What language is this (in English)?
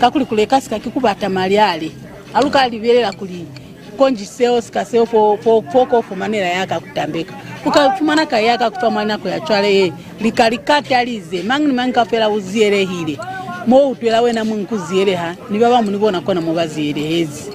Lozi